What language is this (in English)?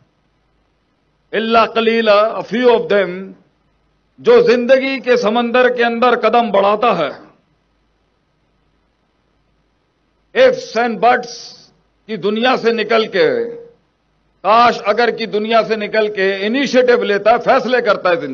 Urdu